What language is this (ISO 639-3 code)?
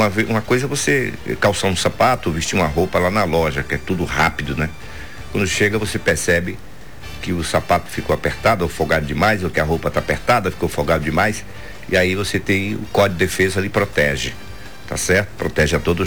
por